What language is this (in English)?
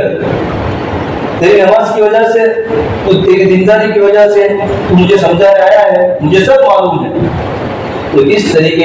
Urdu